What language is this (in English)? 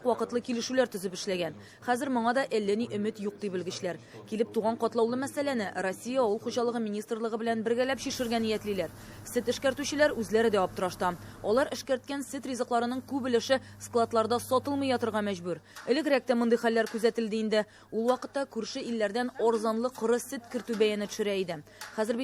Tatar